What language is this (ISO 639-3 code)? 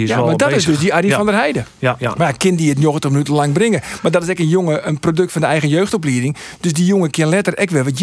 fry